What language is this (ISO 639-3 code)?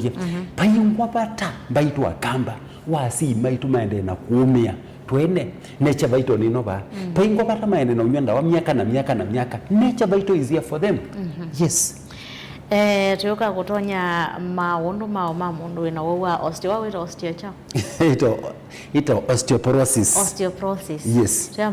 kam